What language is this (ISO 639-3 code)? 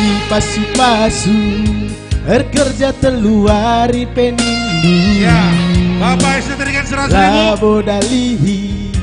btx